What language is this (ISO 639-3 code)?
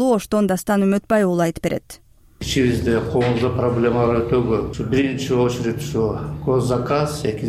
kir